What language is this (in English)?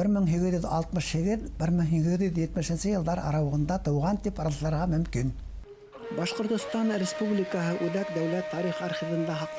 Bashkir